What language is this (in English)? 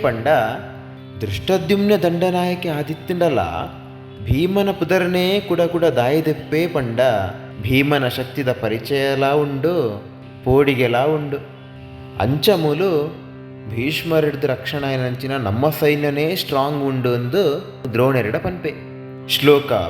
Tulu